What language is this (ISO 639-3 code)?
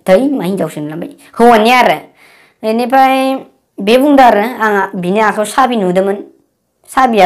brx